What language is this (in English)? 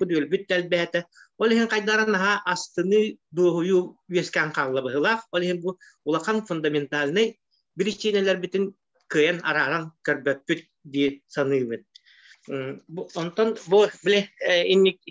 Yakut